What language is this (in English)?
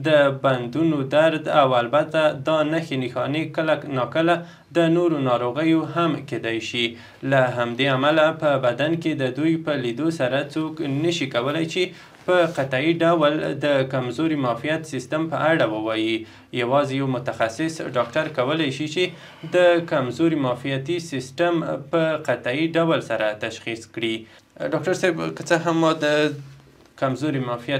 Pashto